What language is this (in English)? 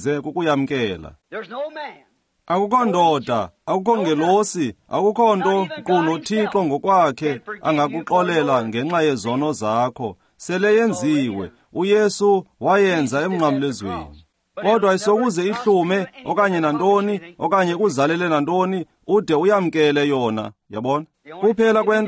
Xhosa